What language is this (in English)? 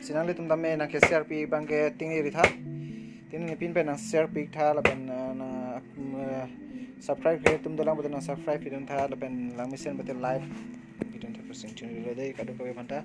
Karbi